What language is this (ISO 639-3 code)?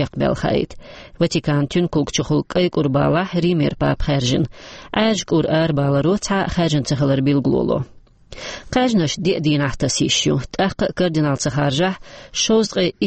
che